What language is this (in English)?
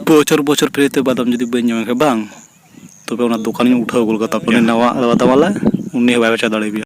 Santali